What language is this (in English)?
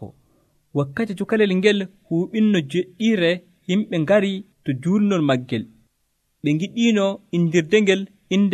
Nigerian Fulfulde